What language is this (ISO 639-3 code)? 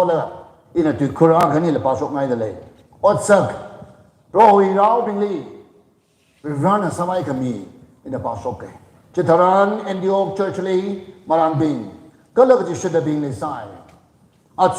nmf